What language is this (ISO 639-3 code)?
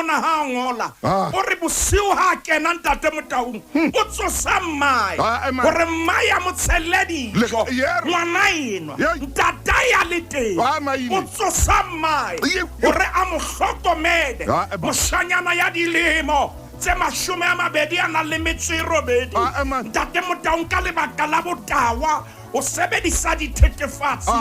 sot